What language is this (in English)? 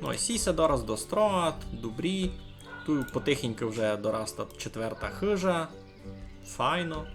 Rusyn